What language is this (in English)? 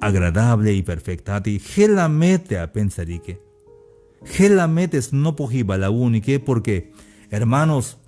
Tzeltal